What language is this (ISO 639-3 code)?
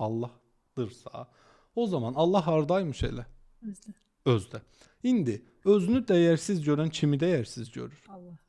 aze